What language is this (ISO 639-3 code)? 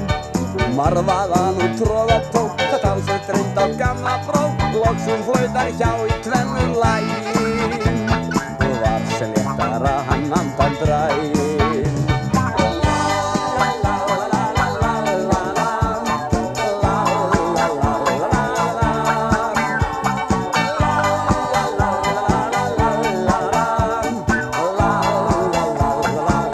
isl